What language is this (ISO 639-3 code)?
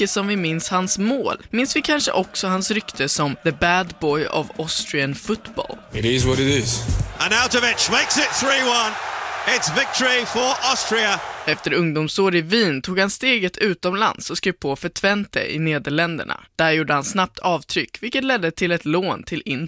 swe